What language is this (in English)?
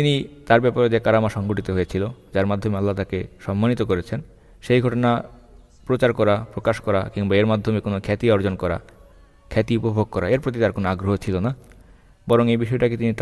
Bangla